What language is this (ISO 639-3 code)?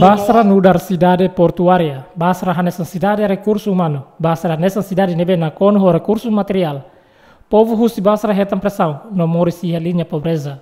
tet